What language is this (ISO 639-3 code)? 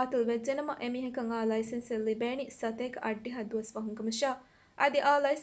div